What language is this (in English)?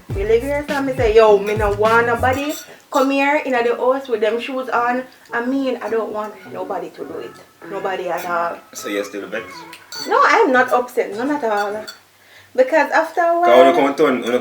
Jamaican Creole English